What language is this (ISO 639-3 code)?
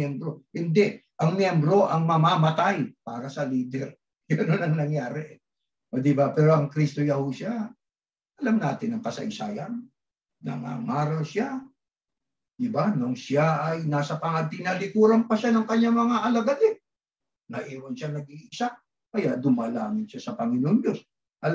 fil